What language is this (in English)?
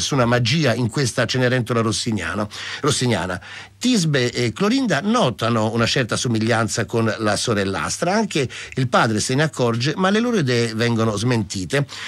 Italian